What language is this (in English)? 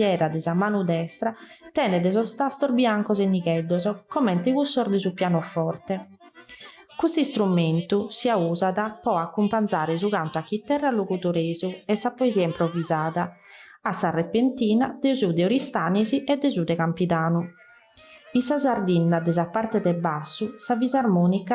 Sardinian